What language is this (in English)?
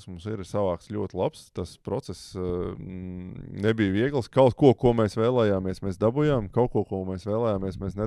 Latvian